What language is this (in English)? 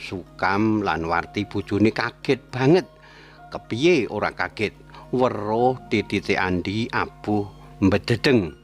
Javanese